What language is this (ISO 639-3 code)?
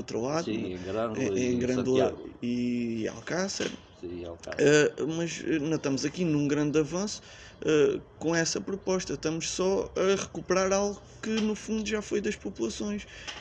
por